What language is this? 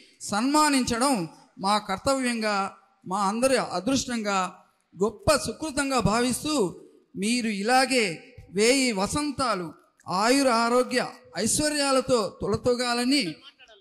Telugu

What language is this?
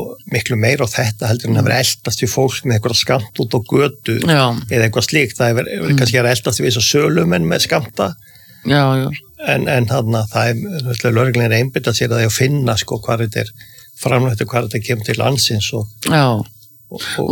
Icelandic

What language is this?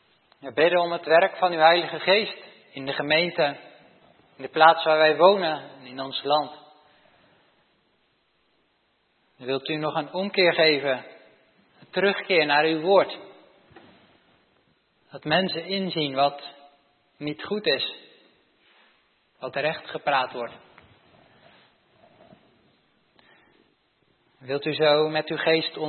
Dutch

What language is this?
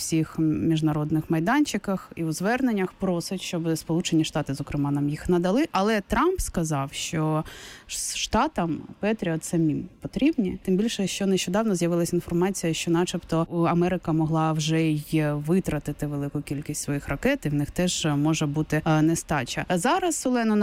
Ukrainian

